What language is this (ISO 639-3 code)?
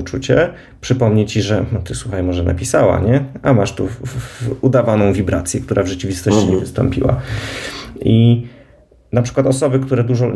pol